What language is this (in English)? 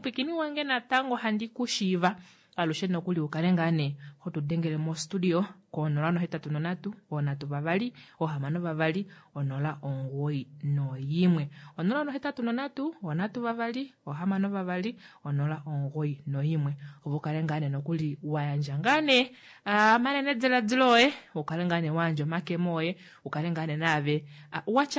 Kuanyama